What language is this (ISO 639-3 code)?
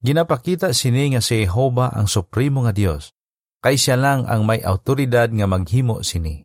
hil